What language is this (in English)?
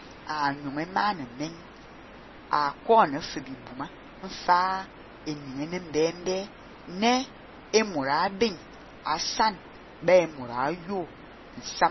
Fang